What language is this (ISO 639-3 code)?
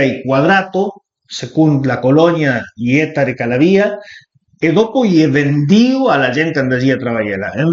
pms